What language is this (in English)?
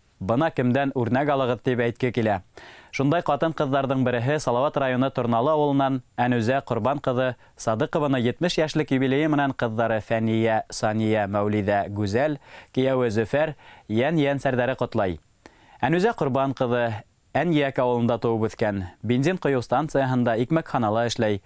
Bashkir